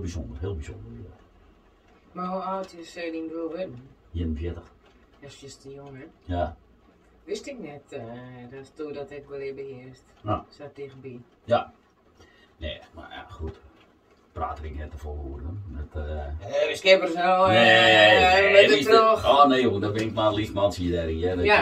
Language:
Western Frisian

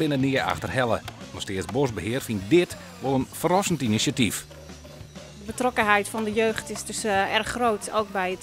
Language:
Western Frisian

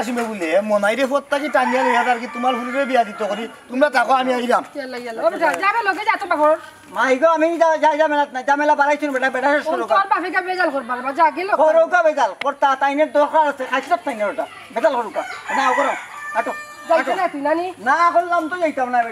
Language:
Sylheti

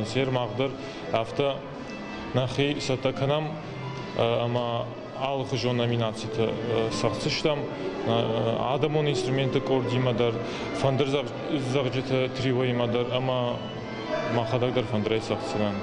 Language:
Ossetic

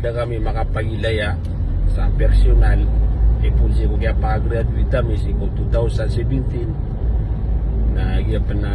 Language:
Maranao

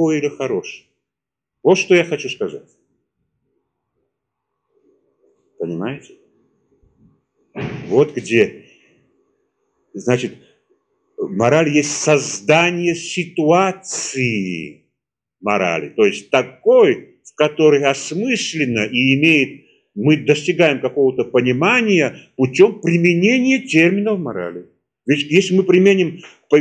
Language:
Russian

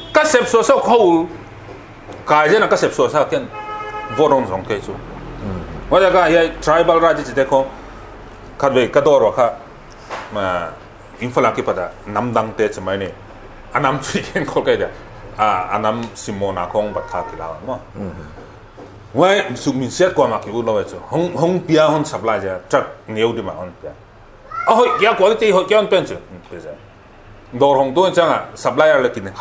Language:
Paite Chin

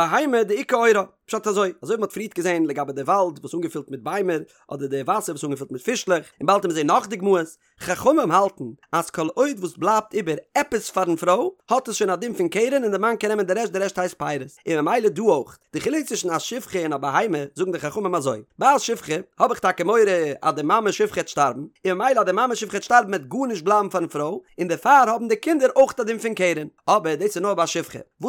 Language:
Yiddish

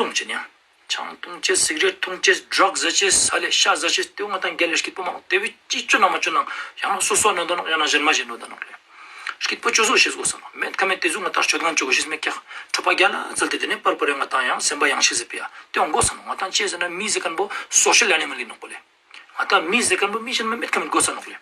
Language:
Ladakhi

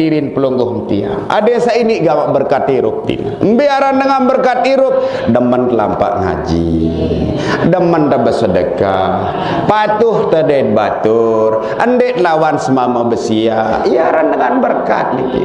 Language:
Sasak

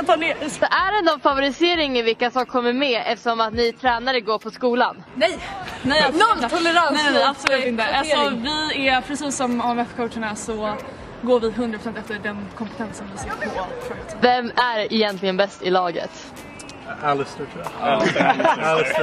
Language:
Swedish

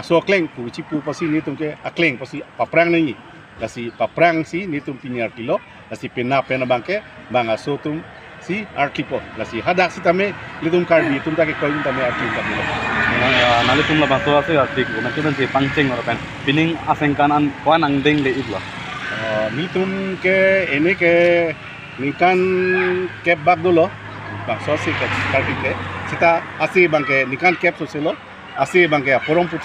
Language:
Karbi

